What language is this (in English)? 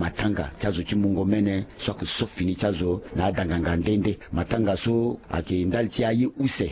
Sango